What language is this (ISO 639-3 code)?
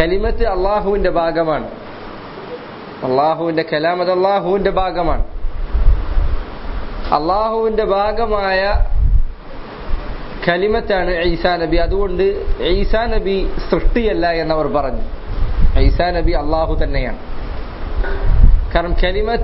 mal